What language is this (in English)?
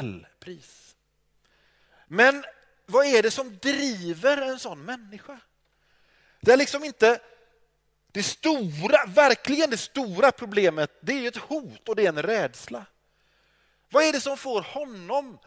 Swedish